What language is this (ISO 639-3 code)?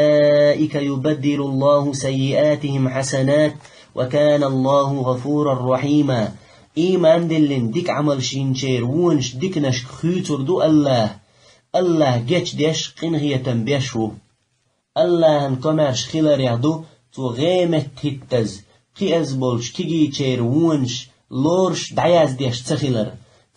che